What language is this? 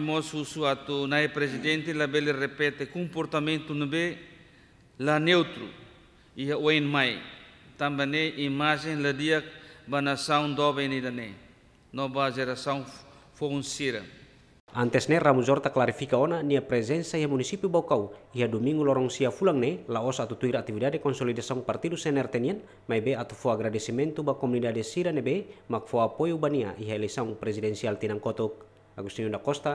Tetum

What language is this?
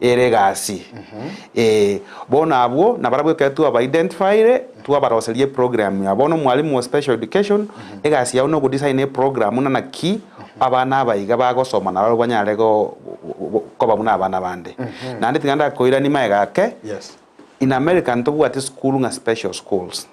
Gusii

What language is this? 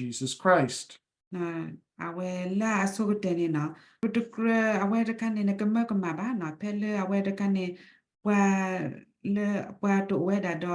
S'gaw Karen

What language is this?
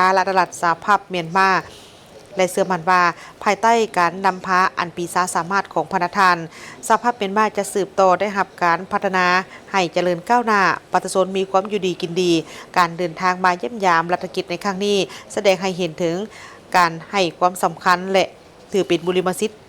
Lao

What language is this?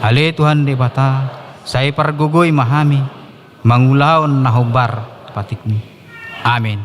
Batak Toba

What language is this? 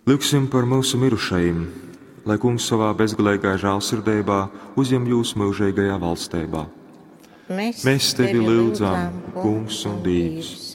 Latgalian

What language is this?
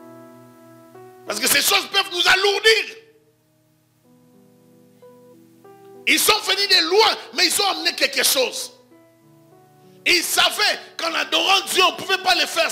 French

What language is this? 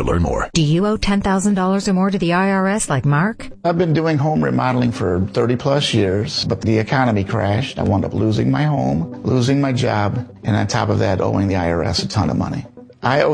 English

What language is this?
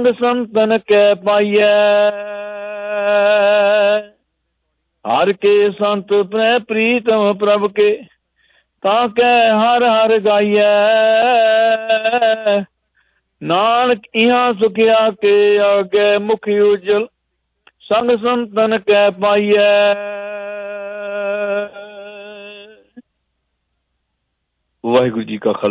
Punjabi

